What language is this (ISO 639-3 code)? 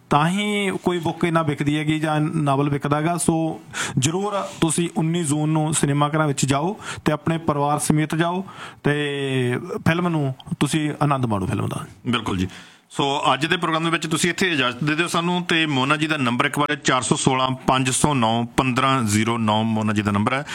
pan